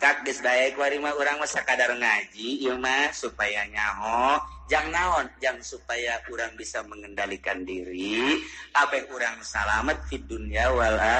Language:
Sundanese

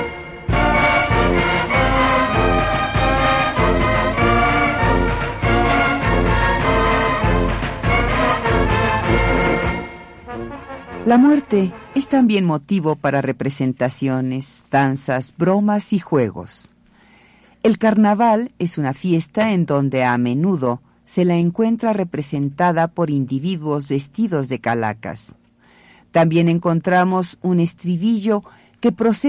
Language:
Spanish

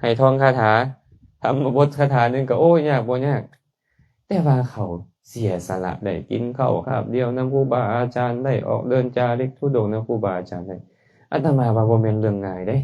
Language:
Lao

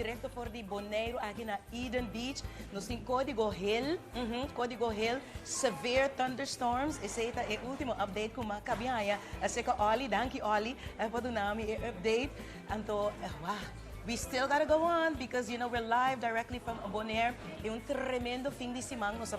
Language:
Papiamento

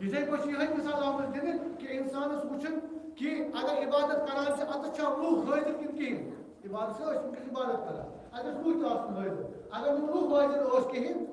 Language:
Kashmiri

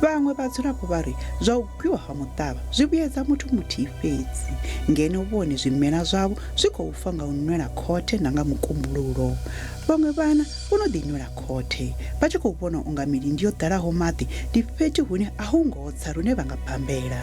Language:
Venda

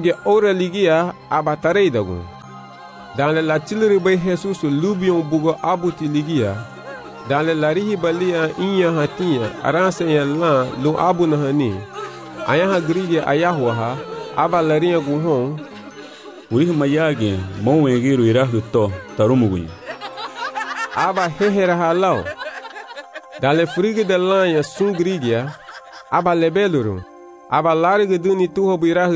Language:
Garifuna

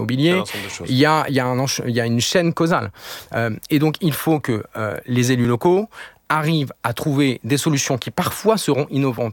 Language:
French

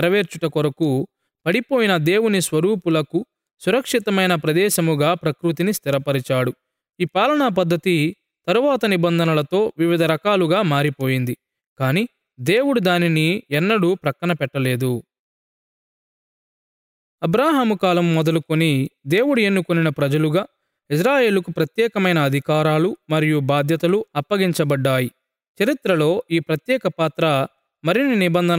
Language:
Telugu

